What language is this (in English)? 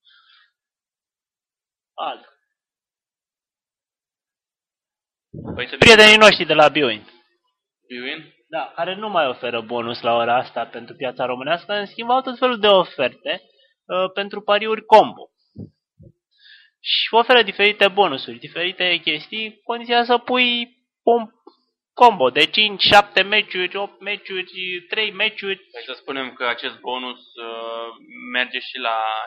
Romanian